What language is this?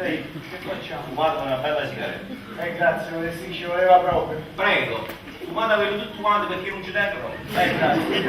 Neapolitan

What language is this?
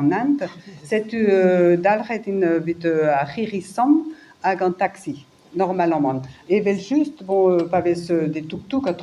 Breton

